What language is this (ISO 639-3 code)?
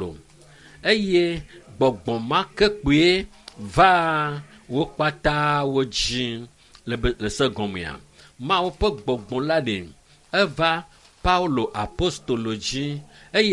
ewe